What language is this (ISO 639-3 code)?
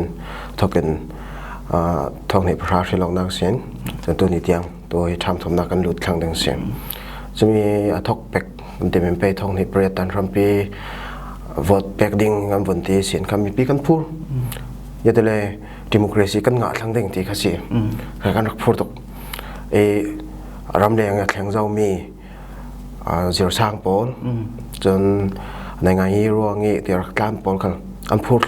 cfm